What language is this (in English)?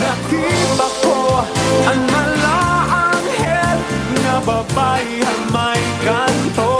Waray